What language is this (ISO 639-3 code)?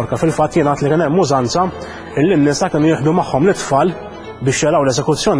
mlt